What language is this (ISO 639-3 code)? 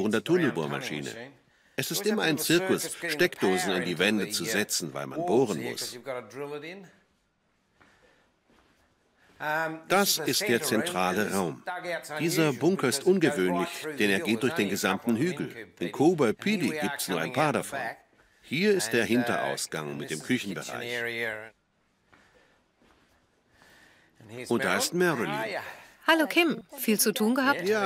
deu